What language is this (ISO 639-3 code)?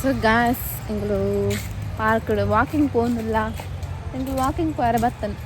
tcy